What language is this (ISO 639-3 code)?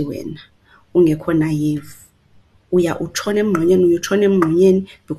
xho